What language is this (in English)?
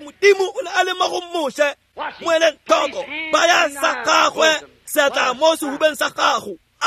Tswana